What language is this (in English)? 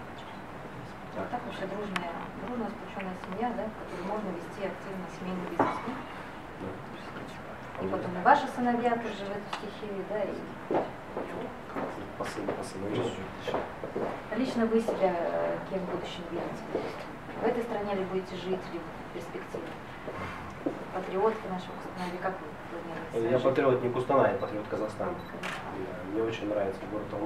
Russian